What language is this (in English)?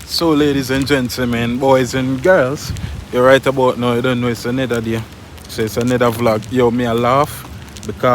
Jamaican Creole English